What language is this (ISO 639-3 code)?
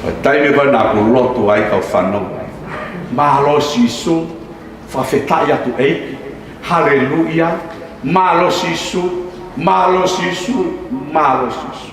ton